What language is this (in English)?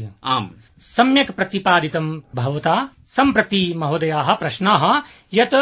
Sanskrit